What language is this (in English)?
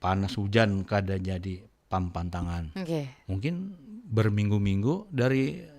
Banjar